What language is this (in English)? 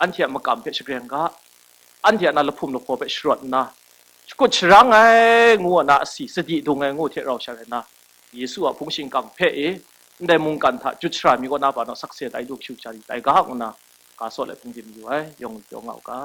Kachin